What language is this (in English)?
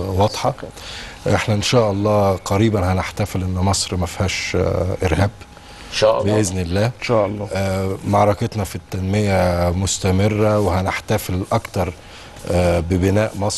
Egyptian Arabic